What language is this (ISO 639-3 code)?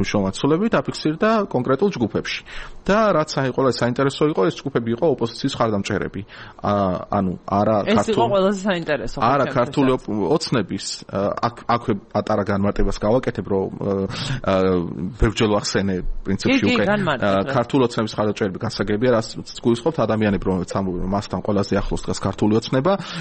kat